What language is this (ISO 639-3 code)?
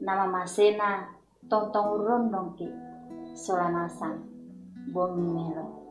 sda